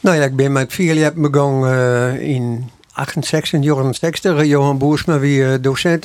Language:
Western Frisian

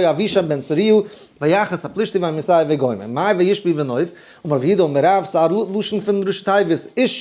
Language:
Yiddish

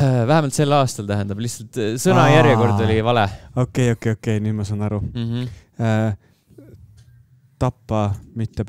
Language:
Estonian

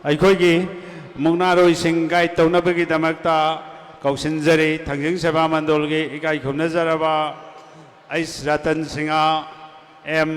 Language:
Manipuri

